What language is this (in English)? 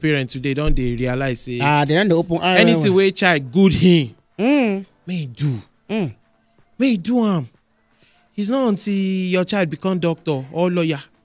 Nigerian Pidgin